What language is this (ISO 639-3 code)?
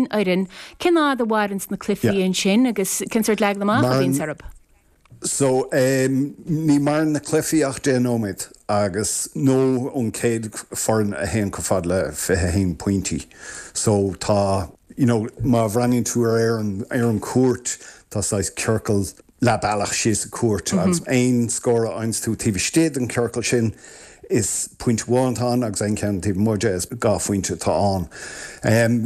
gle